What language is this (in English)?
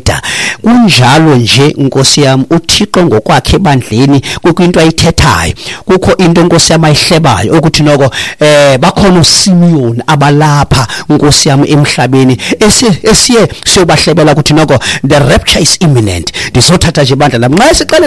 Xhosa